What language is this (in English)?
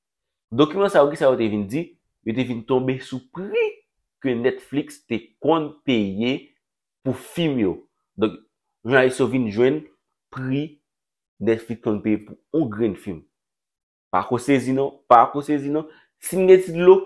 Haitian Creole